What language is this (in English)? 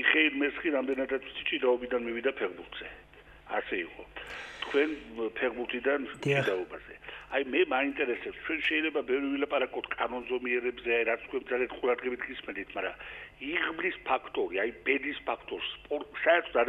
Georgian